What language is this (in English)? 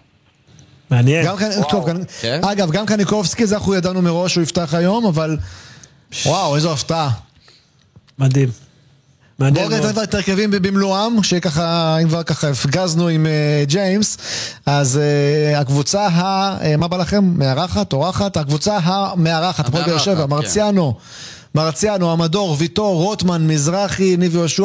Hebrew